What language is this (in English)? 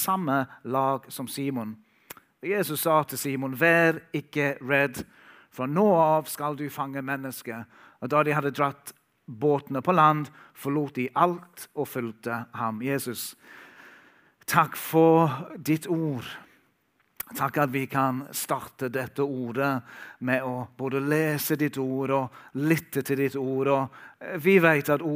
Norwegian